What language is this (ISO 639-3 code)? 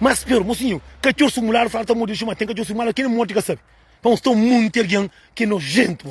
kea